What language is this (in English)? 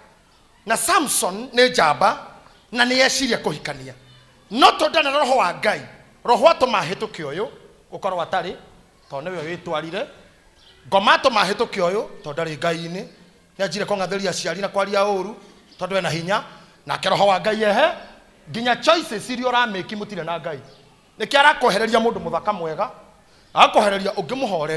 Kikuyu